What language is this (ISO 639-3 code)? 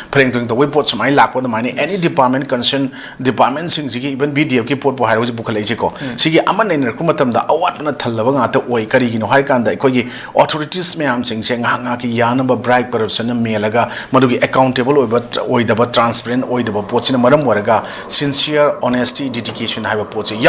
mni